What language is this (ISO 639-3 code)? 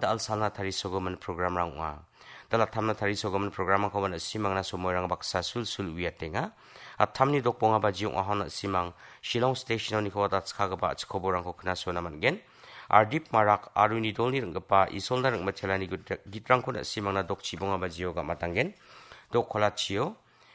grt